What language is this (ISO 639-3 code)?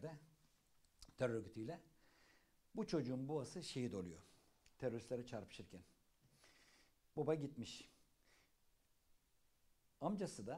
tur